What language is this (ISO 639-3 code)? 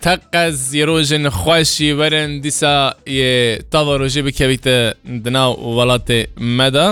kur